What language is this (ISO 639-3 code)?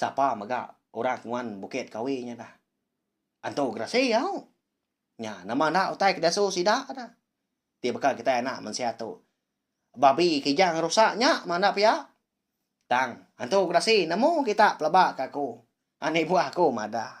iba